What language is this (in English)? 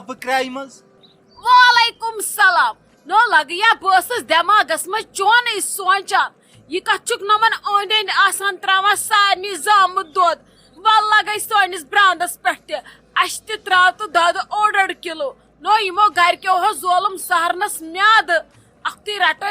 Kashmiri